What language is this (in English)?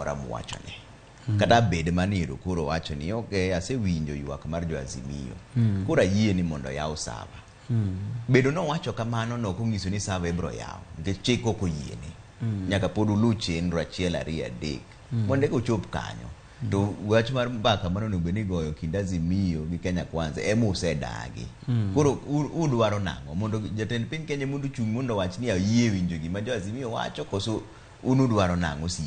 Luo (Kenya and Tanzania)